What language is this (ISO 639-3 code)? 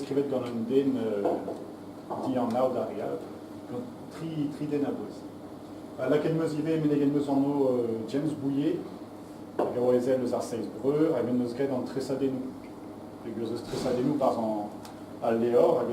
bre